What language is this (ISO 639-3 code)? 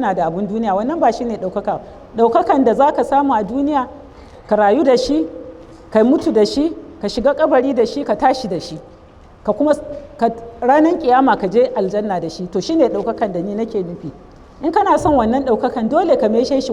hau